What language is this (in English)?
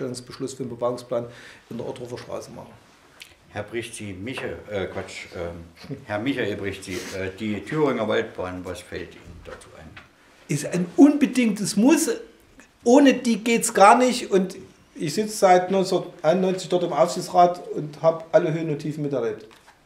German